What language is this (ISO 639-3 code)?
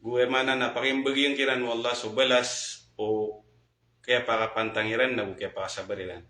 mrw